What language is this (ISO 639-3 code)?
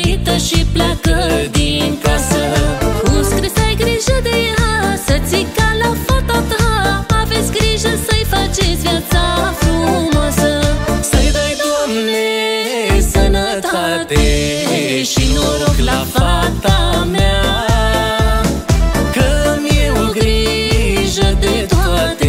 ron